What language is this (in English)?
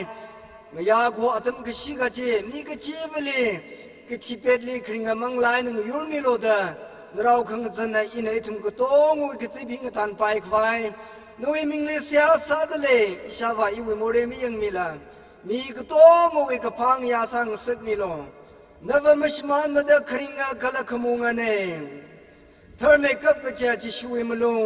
Tangkhul Naga (India)